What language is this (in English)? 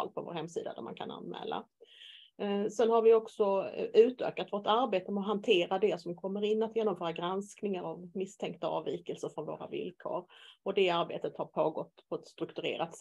Swedish